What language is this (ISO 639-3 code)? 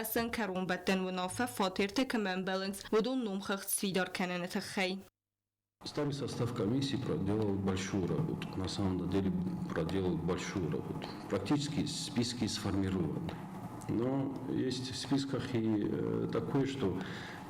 oss